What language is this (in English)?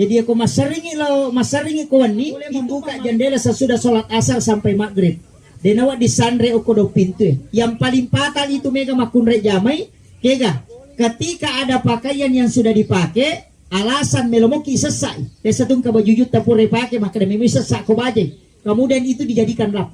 Buginese